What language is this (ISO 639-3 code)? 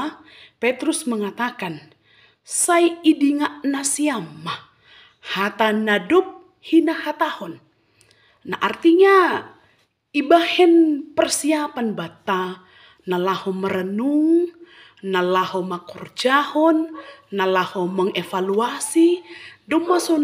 bts